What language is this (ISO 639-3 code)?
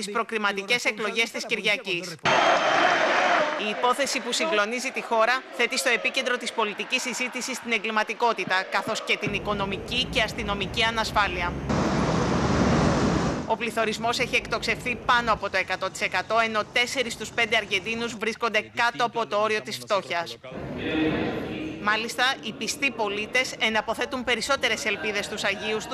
ell